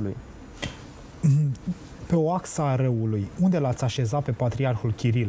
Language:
Romanian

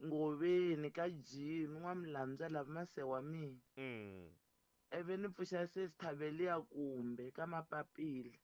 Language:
Tsonga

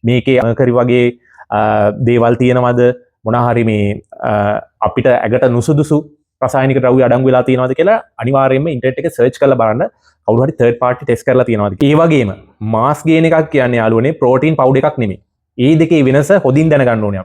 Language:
Sinhala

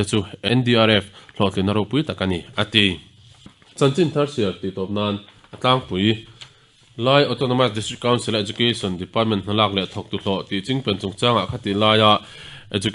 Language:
Mizo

